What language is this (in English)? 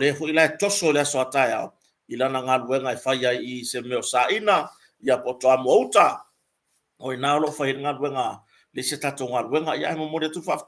Samoan